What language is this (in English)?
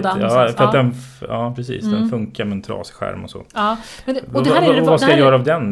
Swedish